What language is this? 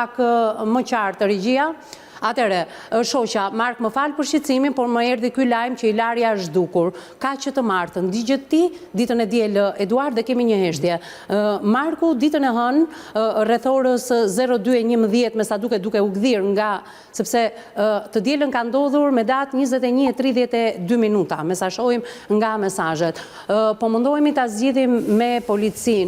Albanian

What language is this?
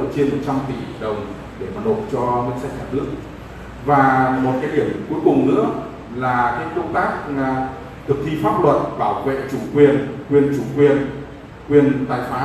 Vietnamese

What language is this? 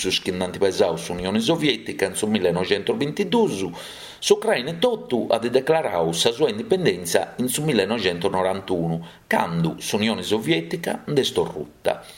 Sardinian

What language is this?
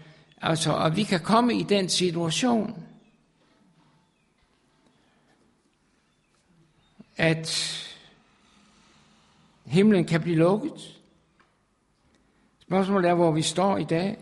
Danish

